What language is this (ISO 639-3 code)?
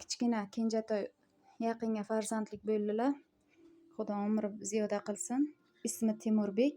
uzb